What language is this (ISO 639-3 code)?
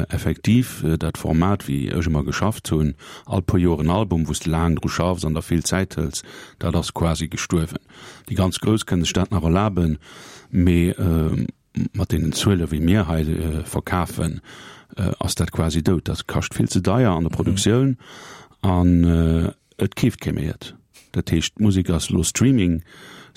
ltz